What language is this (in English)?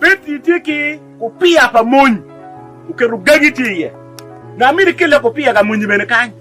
Acoli